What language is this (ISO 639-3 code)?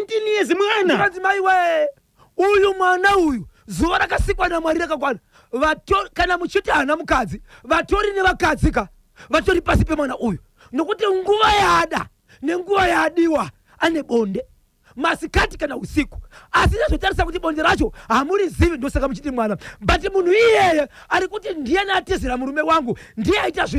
sna